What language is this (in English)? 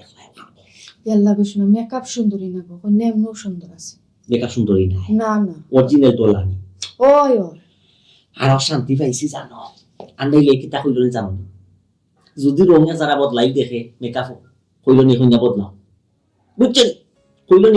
Sylheti